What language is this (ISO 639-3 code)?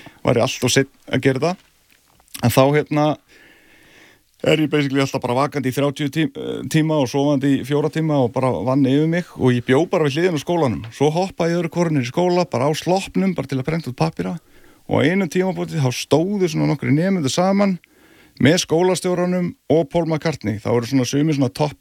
isl